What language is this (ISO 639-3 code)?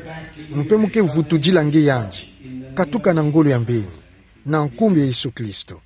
ktu